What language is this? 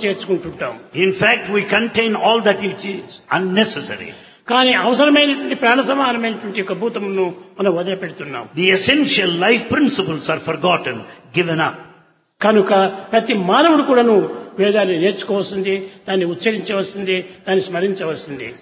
Telugu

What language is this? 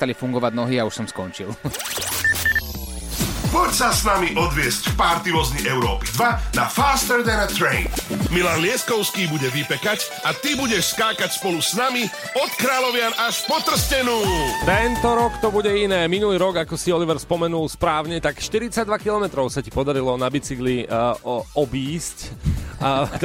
Slovak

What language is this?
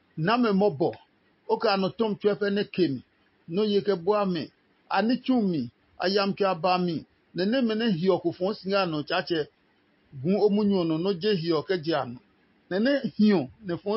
Adangme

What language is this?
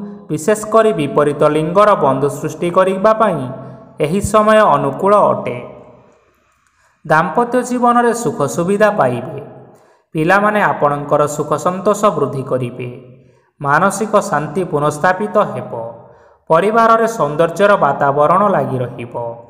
Odia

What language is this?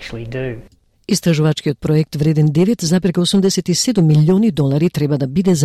Macedonian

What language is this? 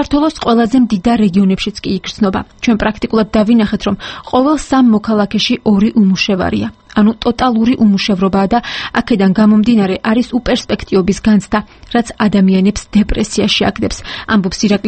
Georgian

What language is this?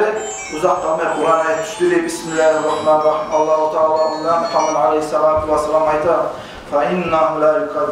Kumyk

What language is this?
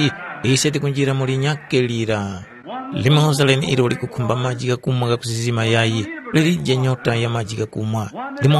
Tumbuka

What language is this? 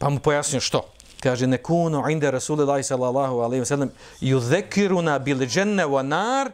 Bosnian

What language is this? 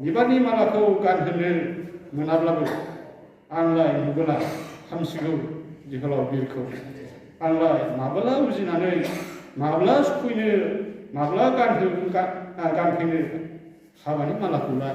Bodo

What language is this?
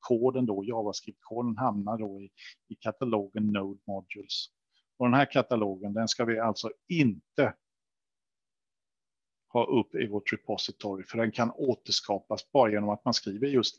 Swedish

